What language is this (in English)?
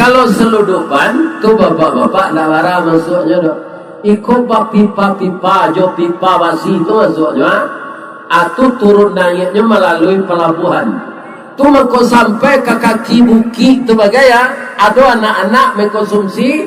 Minangkabau